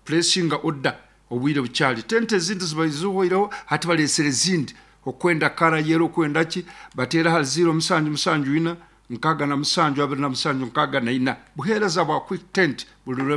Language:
Nyankole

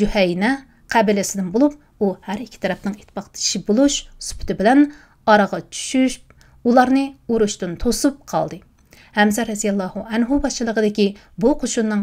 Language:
Uyghur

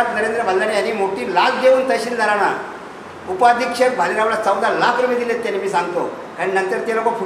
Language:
Marathi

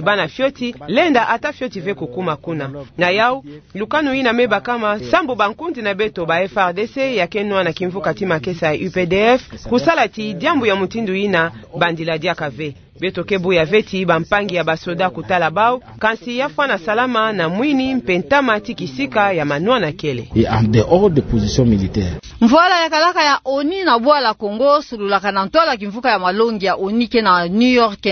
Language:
Kituba (Democratic Republic of Congo)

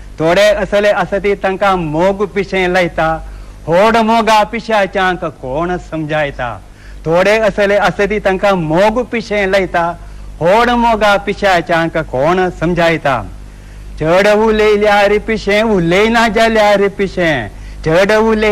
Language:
Konkani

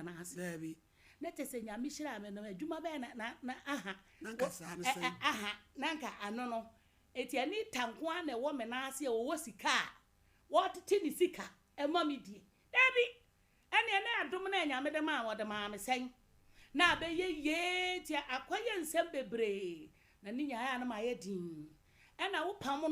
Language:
Akan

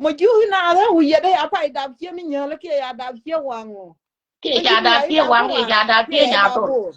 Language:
Nuer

